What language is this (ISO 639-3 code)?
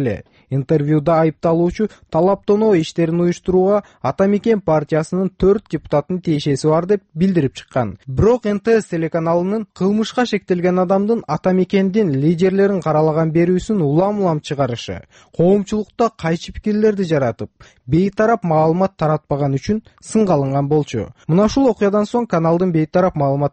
kir